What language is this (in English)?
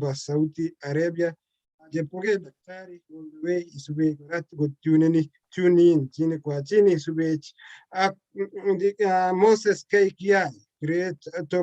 Kalenjin